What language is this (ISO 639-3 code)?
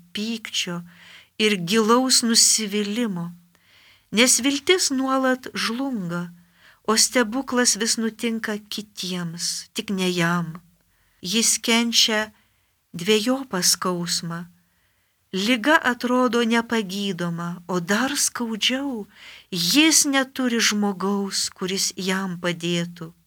lit